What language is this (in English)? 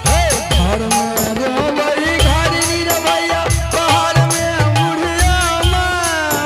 Angika